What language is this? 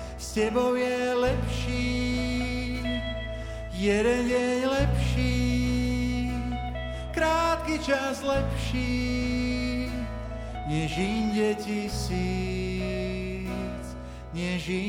Slovak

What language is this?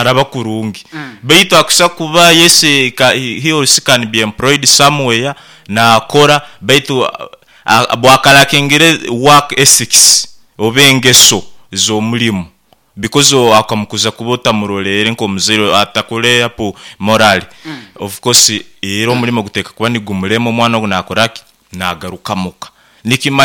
Nyoro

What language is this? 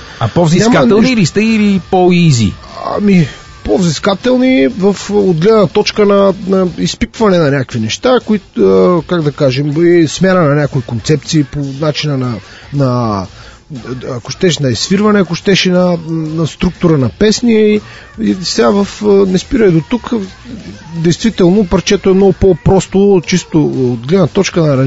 Bulgarian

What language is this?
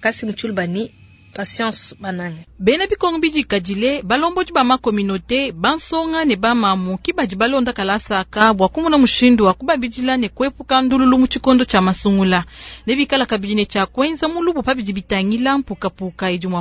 Luba-Lulua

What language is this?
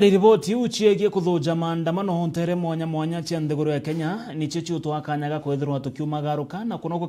Meru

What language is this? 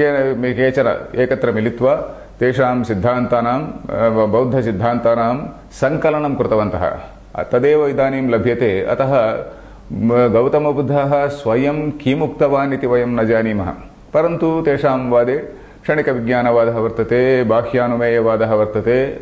Sanskrit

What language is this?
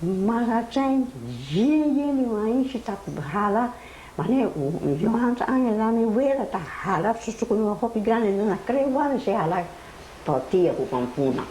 Papiamento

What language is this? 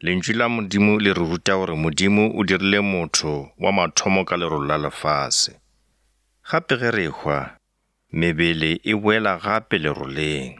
Northern Sotho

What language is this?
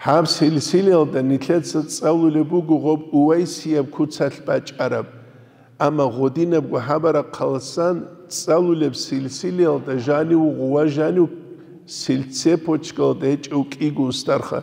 Avaric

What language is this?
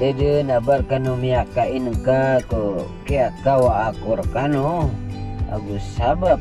Maranao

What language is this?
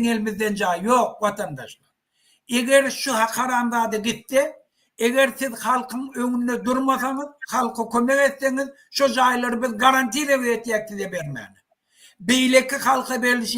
Turkmen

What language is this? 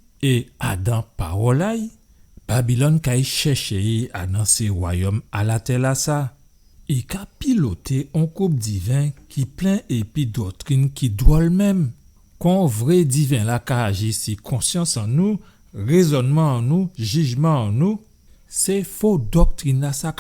Guadeloupean Creole French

